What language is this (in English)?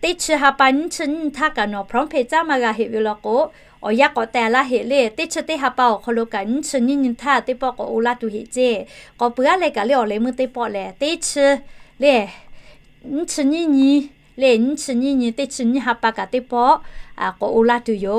Lahu